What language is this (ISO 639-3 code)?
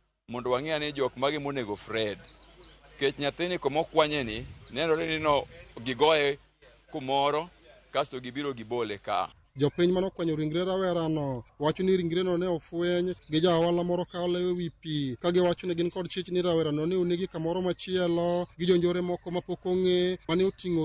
luo